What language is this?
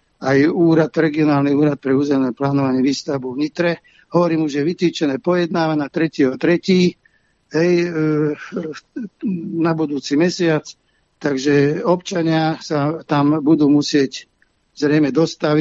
Slovak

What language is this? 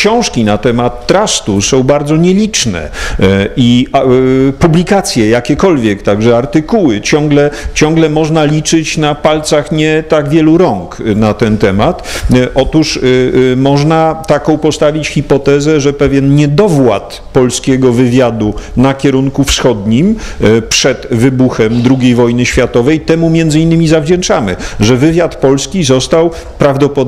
Polish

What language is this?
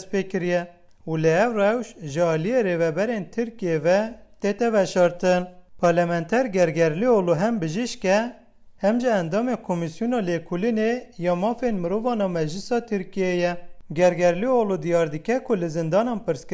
Kurdish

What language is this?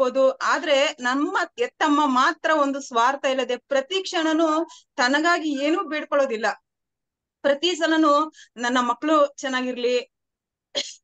Kannada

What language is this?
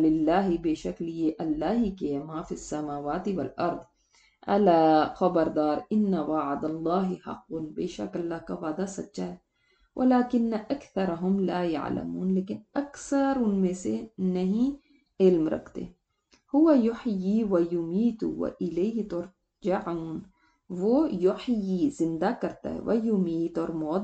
Urdu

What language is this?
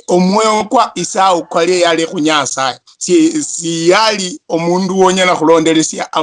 Luyia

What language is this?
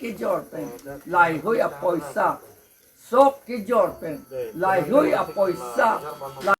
Karbi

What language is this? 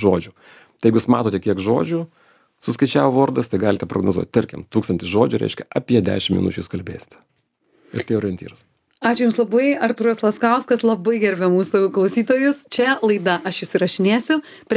Lithuanian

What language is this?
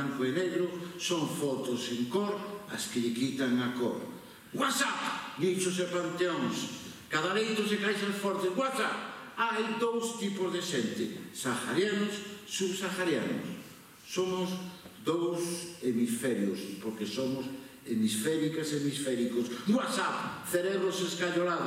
Galician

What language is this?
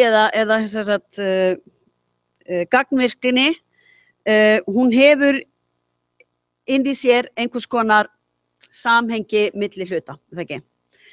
Icelandic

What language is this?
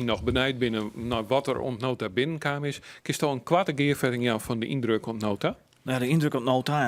Western Frisian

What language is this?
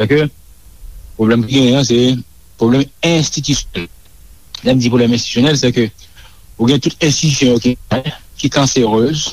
Haitian Creole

